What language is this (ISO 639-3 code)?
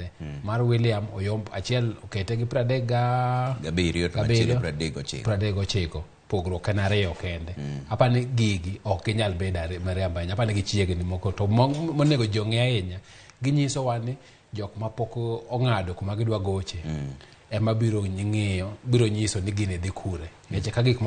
luo